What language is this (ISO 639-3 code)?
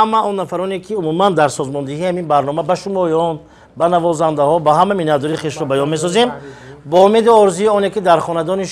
tgk